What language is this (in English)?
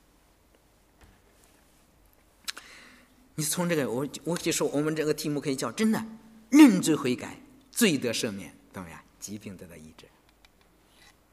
Chinese